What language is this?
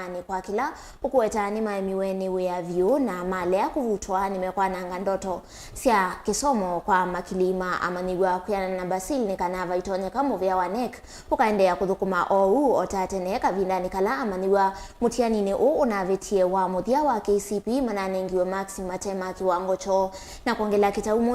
Kamba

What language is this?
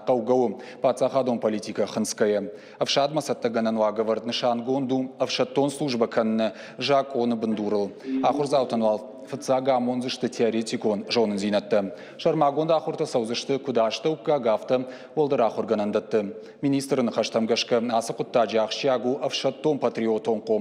Ossetic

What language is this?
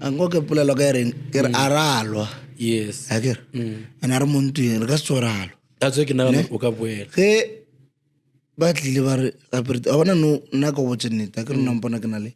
Northern Sotho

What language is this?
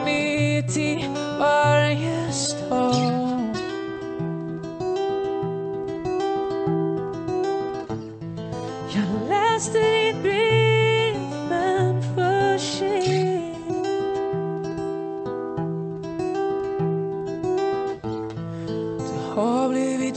Swedish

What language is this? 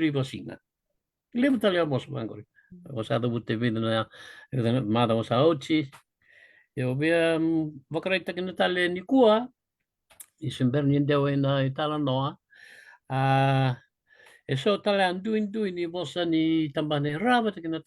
Fijian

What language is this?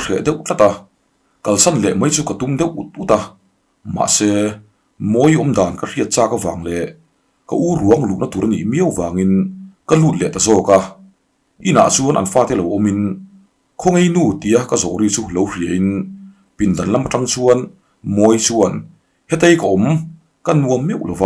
Mizo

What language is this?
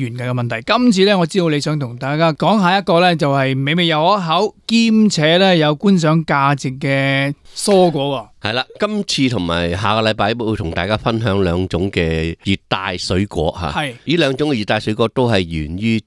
Cantonese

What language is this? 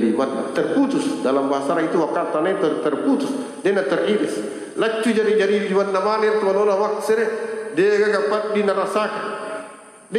Buginese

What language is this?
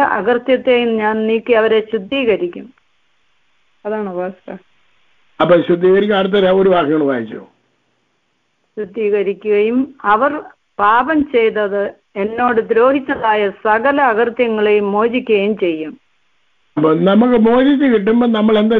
Malayalam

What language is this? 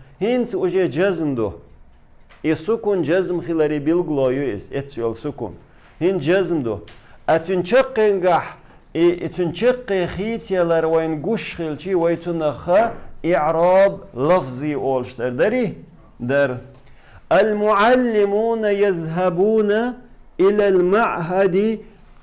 Chechen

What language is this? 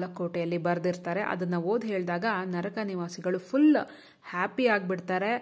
Kannada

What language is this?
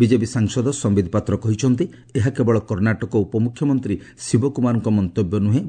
Odia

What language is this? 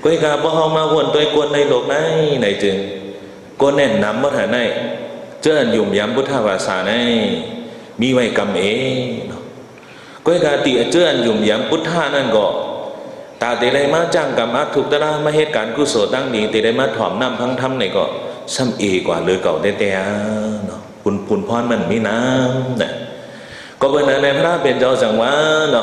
Shan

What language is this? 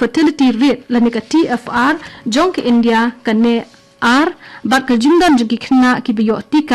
Khasi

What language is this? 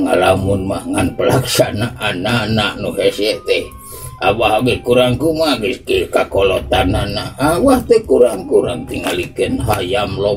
Sundanese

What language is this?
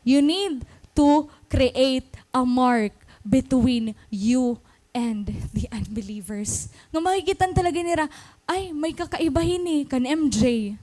Waray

